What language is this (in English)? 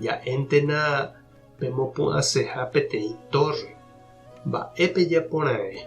Guarani